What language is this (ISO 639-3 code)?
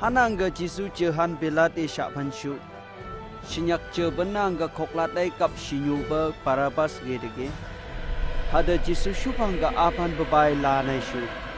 nph